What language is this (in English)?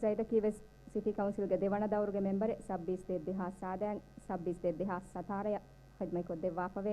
Divehi